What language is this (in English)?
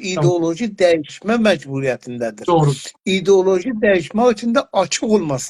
South Azerbaijani